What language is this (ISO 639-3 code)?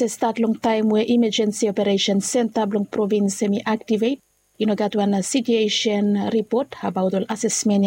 bis